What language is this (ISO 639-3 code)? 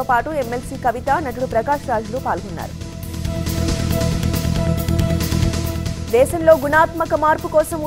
tel